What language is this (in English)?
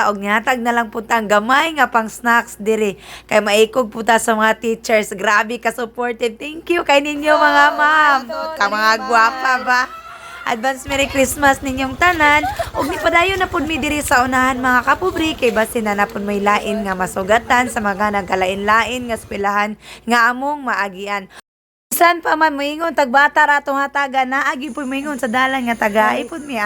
Cebuano